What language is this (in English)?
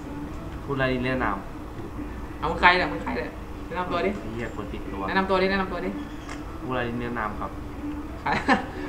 Thai